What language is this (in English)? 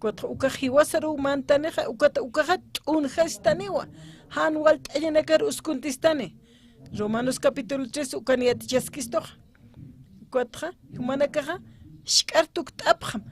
Aymara